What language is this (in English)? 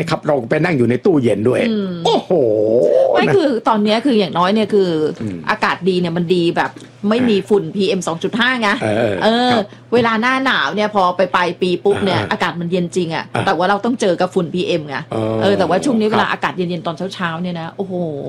Thai